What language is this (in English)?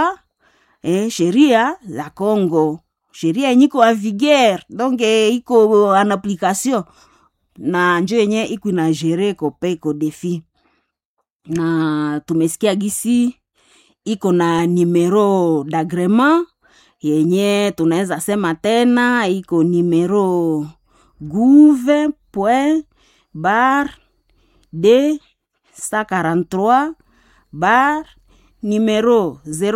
Swahili